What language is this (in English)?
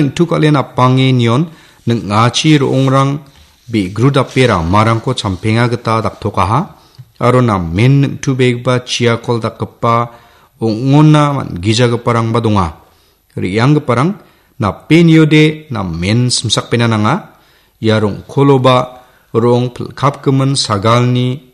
Garo